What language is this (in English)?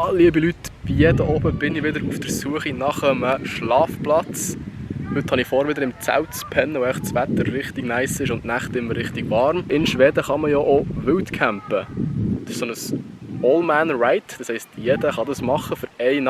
Swiss German